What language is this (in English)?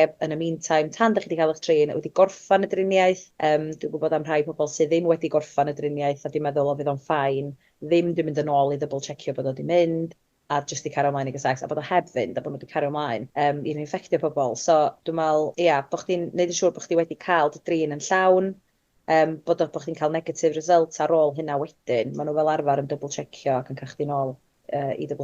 Welsh